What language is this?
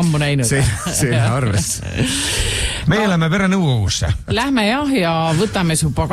Estonian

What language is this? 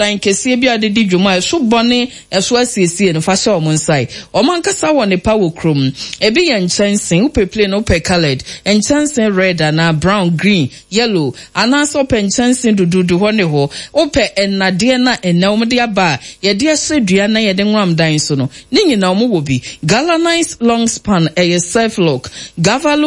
Akan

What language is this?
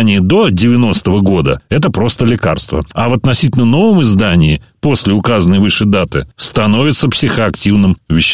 Russian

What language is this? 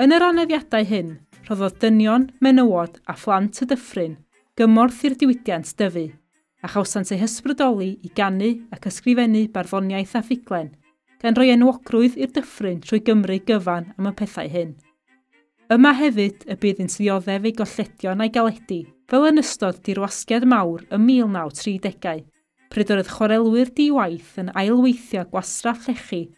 Welsh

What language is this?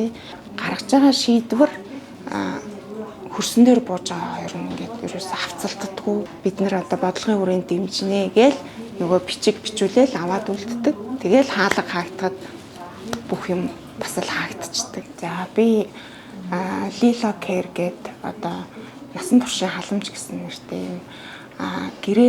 Mongolian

